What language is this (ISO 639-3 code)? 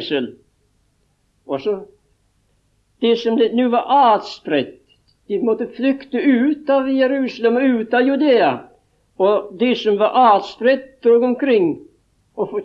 nor